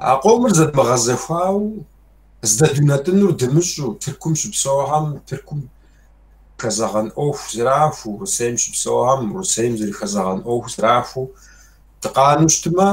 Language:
Kabardian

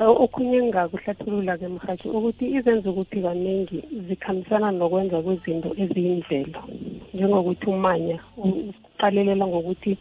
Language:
South Ndebele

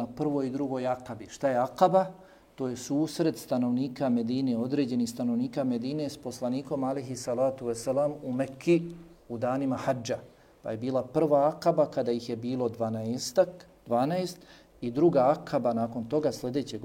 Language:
Bosnian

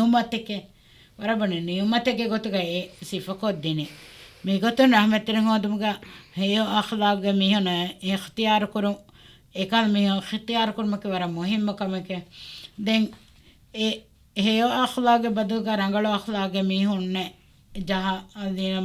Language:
Divehi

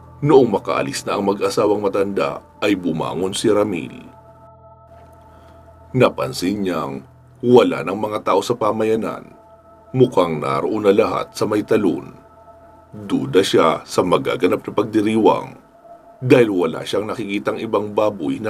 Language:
Filipino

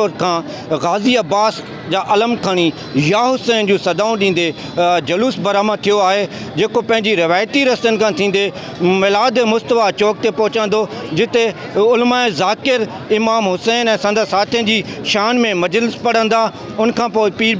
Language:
Sindhi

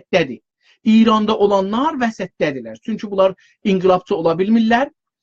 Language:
South Azerbaijani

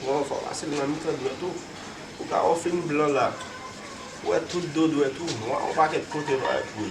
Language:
Haitian Creole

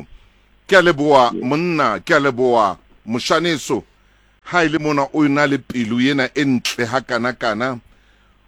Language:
Southern Sotho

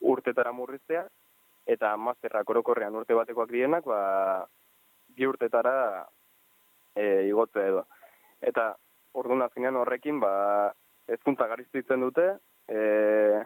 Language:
Basque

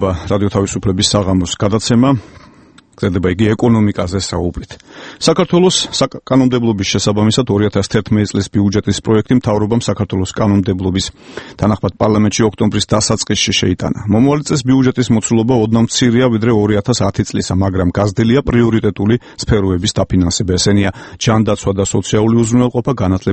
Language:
Georgian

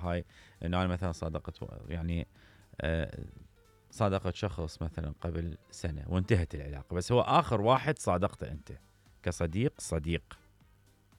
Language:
Mesopotamian Arabic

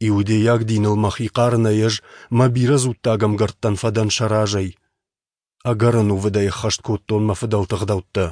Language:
Ossetic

